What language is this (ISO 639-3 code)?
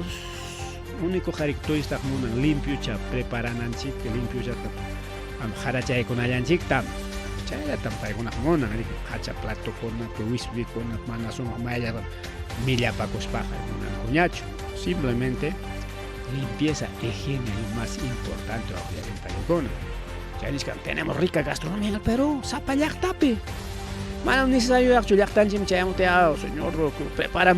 quy